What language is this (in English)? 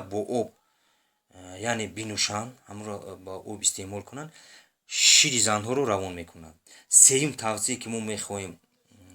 Tajik